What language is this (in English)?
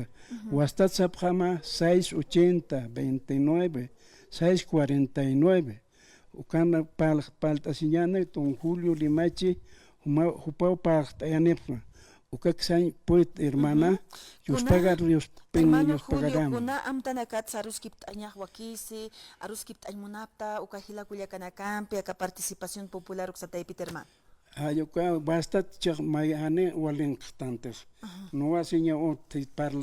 Aymara